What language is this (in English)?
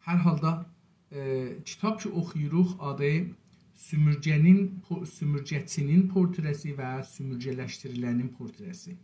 South Azerbaijani